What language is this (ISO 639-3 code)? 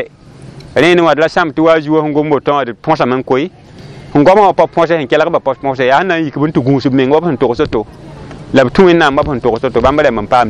mos